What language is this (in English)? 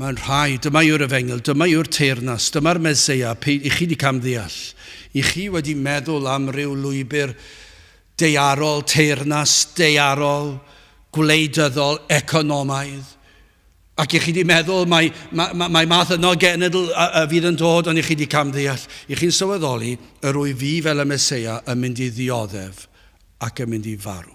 Welsh